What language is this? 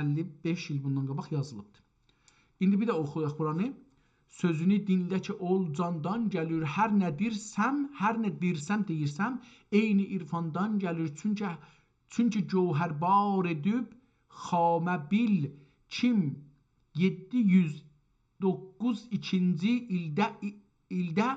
South Azerbaijani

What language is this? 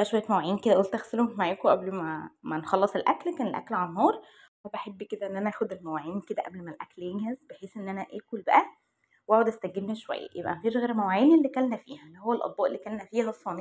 Egyptian Arabic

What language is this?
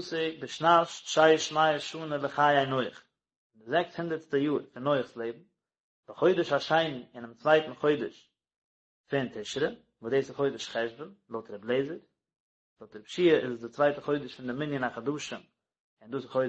Yiddish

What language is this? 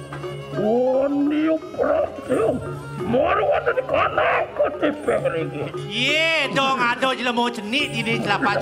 Balinese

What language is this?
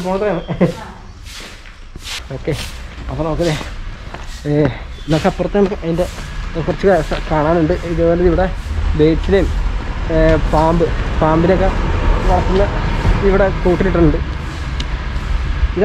Malayalam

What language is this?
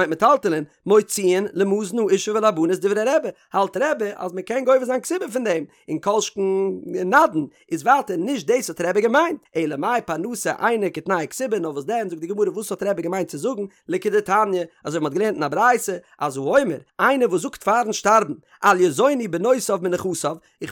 Yiddish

